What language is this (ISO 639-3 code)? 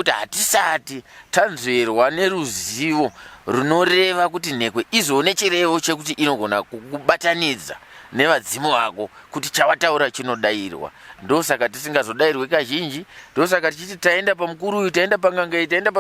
sna